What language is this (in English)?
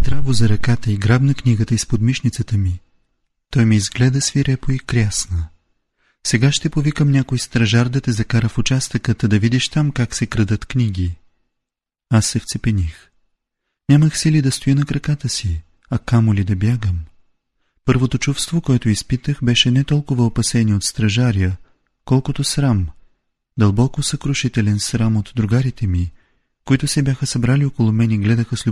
Bulgarian